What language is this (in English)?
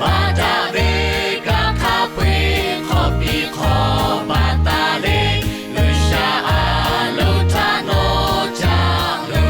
Lahu